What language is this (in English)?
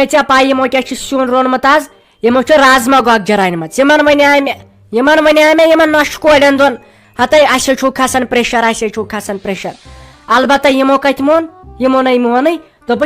Kashmiri